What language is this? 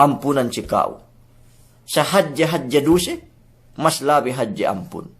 Yakan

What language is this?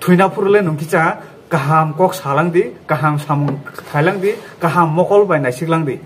Kok Borok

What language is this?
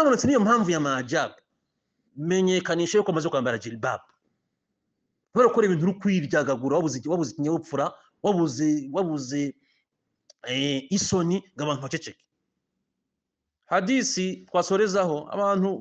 Kinyarwanda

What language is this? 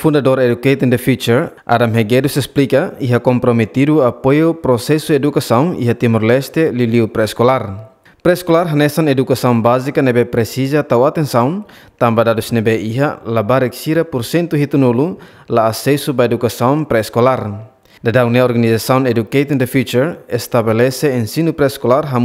Tetum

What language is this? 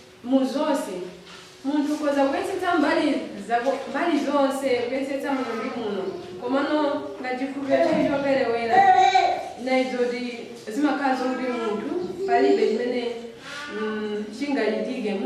Nyanja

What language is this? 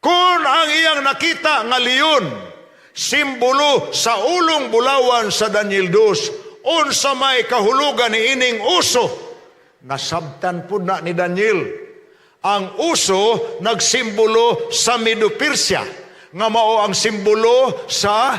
Cebuano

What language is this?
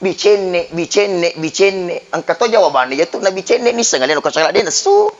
Buginese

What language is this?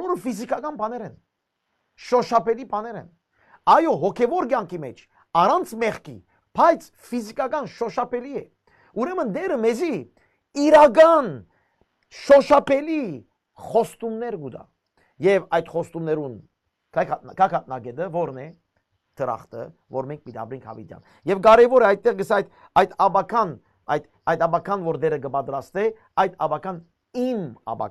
Western Armenian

